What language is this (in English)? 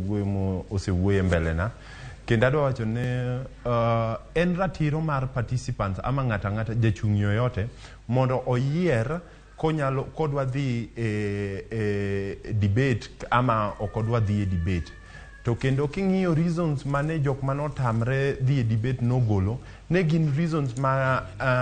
Luo (Kenya and Tanzania)